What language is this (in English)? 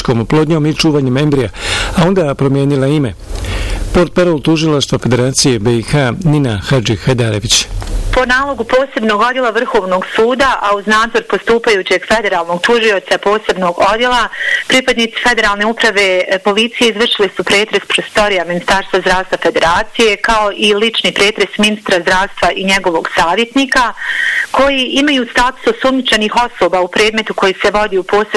Bosnian